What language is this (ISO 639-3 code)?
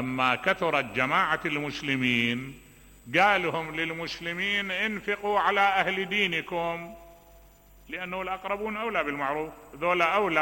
acm